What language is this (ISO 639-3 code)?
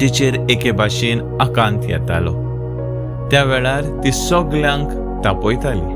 kok